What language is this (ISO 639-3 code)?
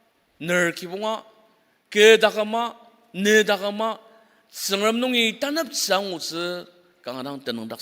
njo